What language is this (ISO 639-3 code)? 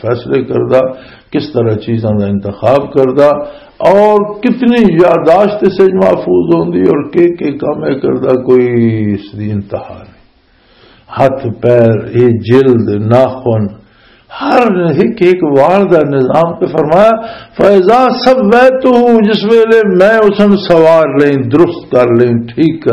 lah